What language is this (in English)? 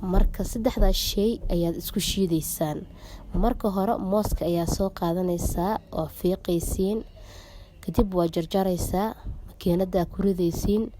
Somali